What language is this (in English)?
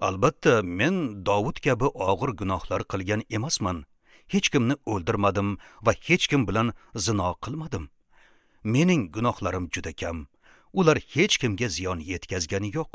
Uzbek